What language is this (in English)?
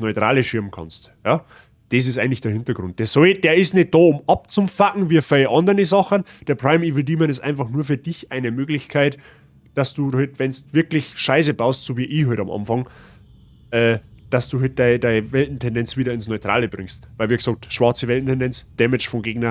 Bavarian